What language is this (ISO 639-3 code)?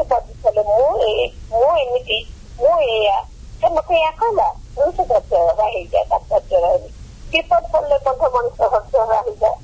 ori